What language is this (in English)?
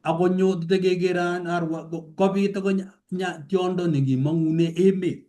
Kalenjin